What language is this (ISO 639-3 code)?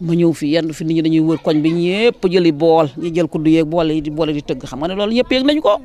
wol